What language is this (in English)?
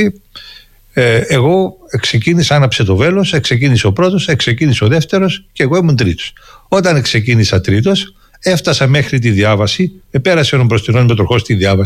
Greek